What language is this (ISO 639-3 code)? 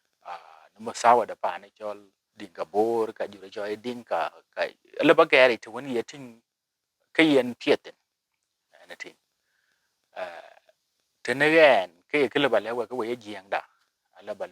din